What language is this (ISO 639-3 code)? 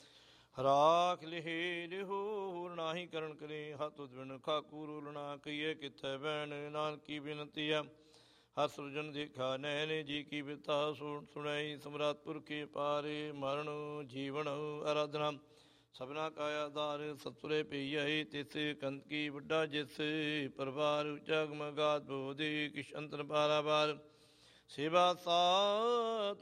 pan